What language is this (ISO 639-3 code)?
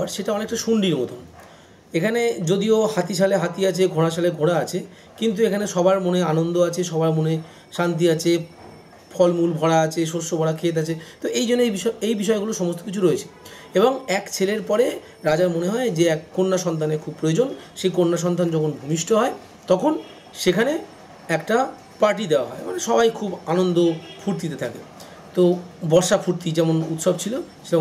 ben